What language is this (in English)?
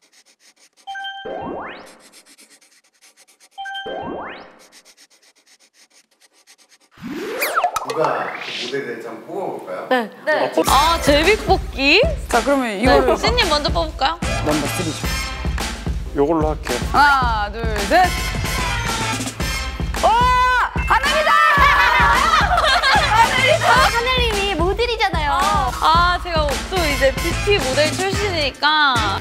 Korean